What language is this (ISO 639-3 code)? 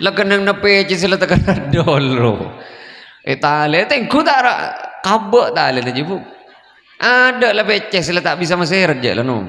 mad